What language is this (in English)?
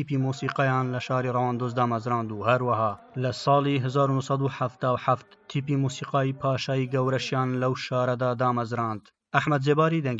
Central Kurdish